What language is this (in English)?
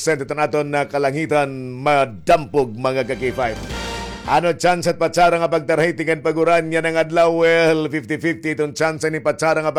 Waray